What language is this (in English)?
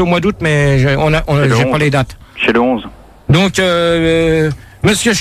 French